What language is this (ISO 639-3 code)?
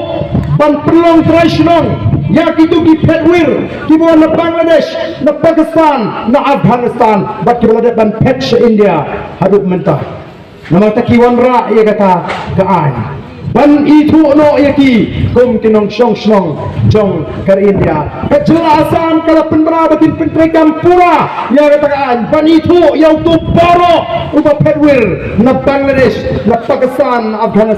kha